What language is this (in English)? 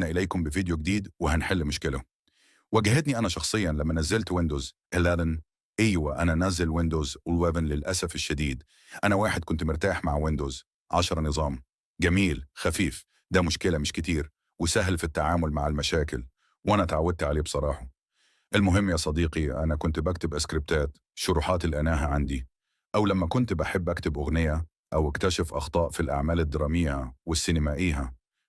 Egyptian Arabic